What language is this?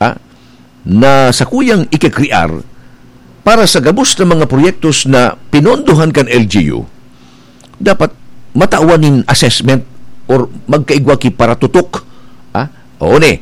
Bikol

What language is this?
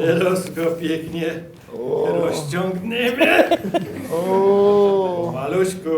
Silesian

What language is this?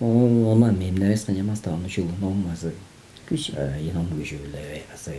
Tuvinian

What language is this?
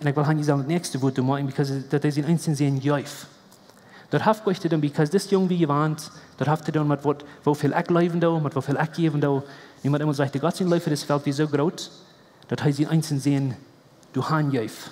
Plautdietsch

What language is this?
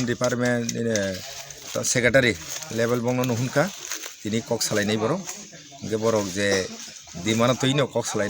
Kok Borok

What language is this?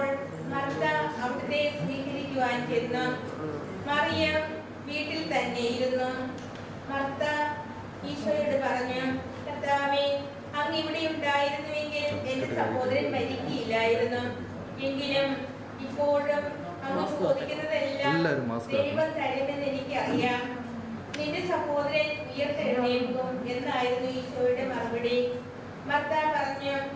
Malayalam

